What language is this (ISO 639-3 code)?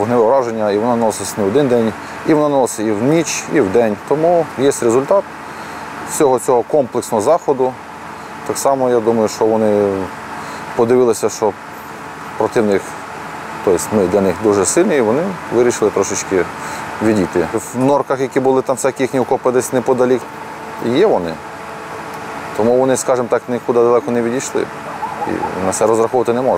ukr